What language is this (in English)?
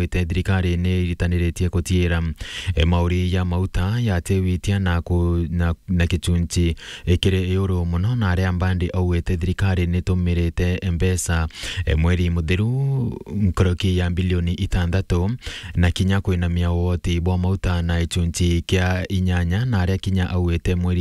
Meru